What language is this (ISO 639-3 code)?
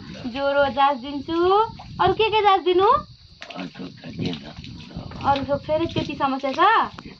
nep